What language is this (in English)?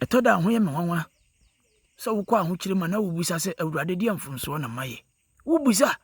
Akan